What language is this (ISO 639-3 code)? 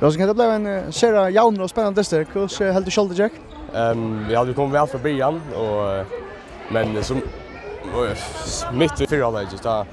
fao